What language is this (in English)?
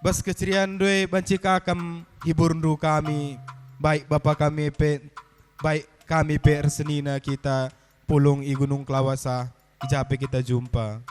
Batak Karo